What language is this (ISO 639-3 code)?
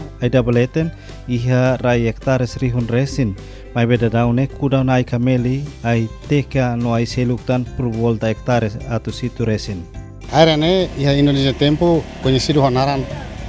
tet